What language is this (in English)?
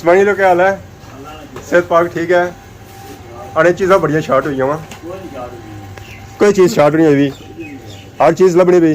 Pahari-Potwari